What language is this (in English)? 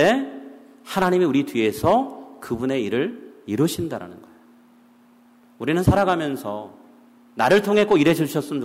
Korean